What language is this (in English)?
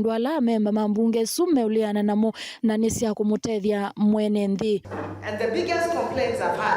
Kamba